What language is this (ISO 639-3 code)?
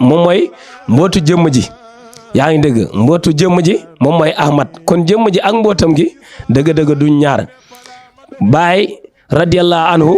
wol